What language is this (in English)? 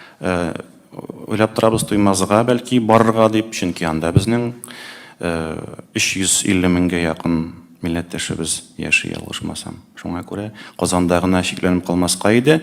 Tatar